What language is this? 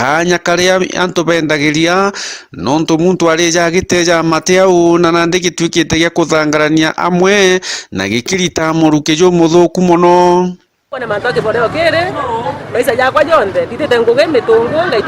Meru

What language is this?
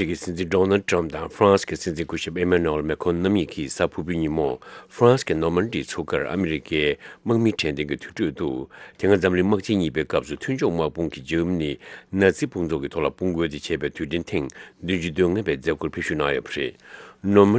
Tibetan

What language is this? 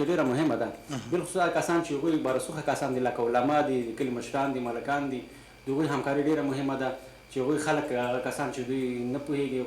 Pashto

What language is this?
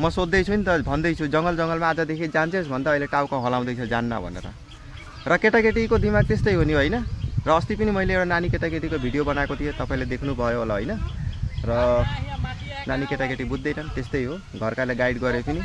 Nepali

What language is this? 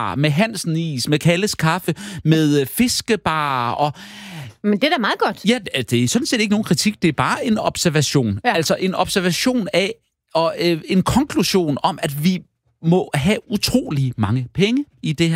Danish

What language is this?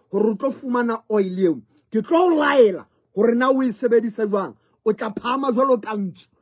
Southern Sotho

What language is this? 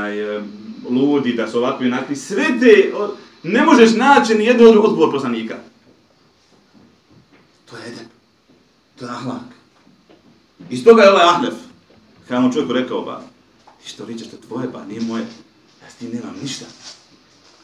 Bosnian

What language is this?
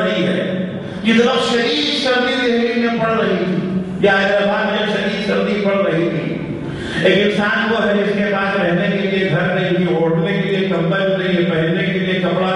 Urdu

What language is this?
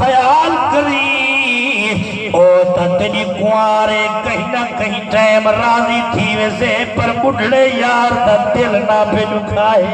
Saraiki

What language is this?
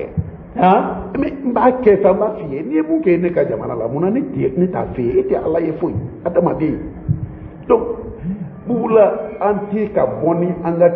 Bambara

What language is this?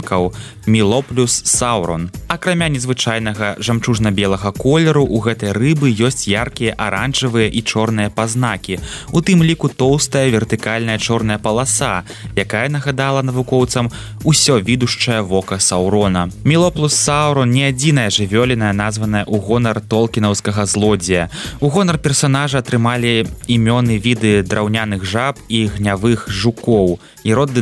Belarusian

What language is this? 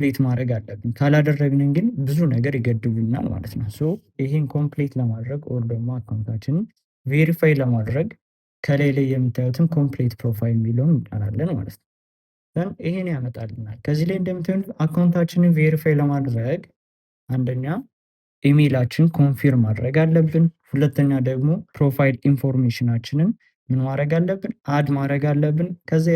Amharic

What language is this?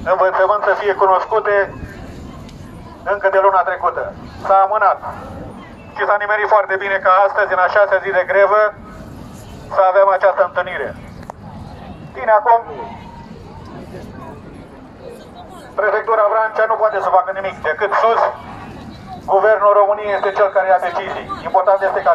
Romanian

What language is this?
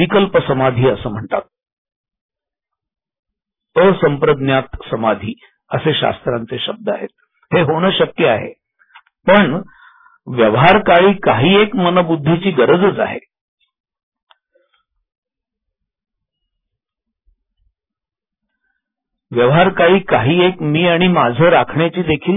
Marathi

